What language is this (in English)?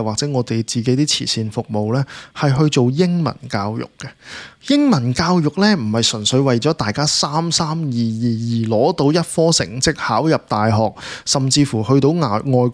Cantonese